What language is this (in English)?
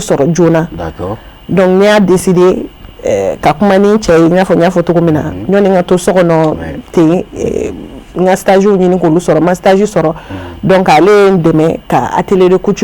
Bambara